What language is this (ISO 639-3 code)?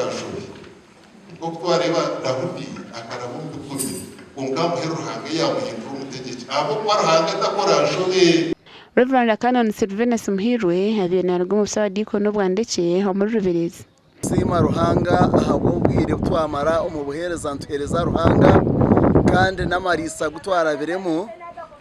nyn